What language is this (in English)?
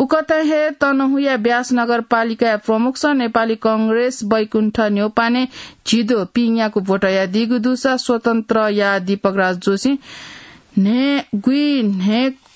Newari